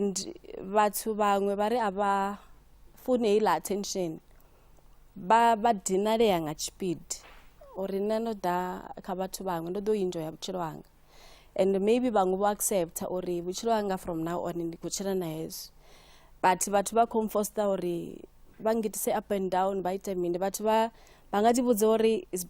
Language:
Venda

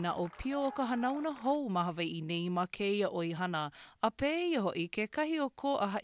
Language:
Hawaiian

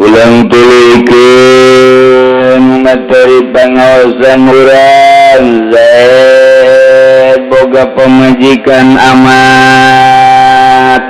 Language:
Sundanese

